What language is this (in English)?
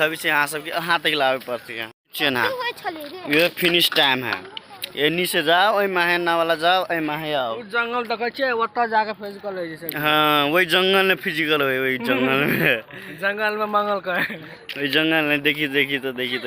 Maithili